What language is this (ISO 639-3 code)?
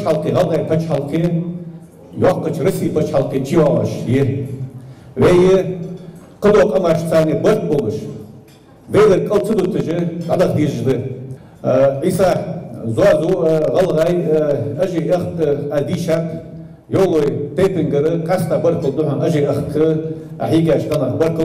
inh